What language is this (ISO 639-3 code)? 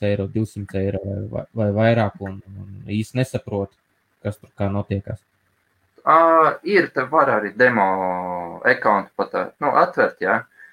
lav